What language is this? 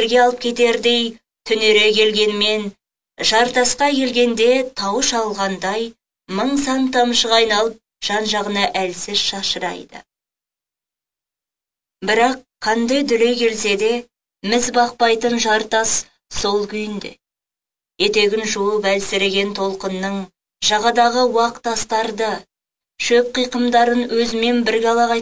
Kazakh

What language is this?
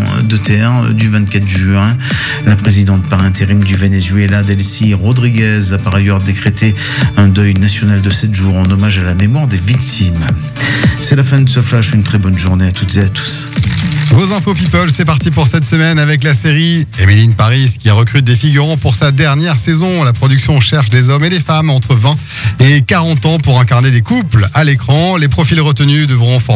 French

